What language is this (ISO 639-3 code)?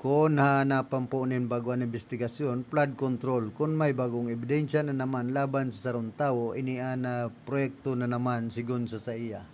bik